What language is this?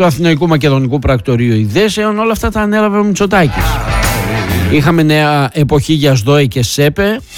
Greek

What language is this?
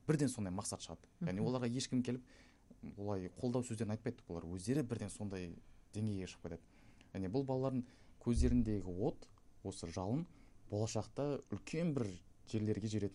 Kazakh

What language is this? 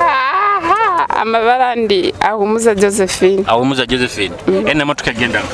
Nyoro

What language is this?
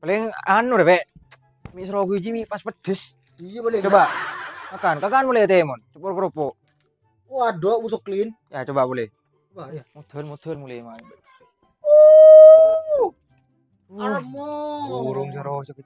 Madurese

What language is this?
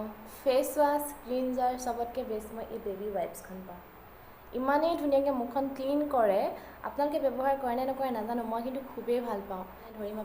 Assamese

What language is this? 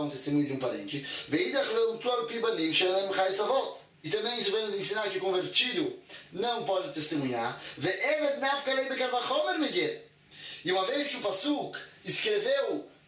Portuguese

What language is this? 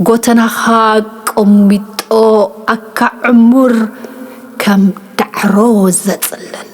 Tigrinya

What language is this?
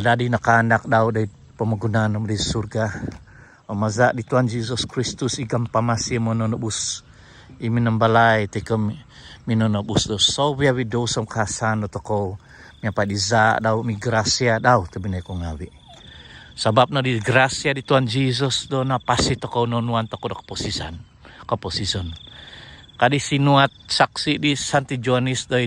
Central Dusun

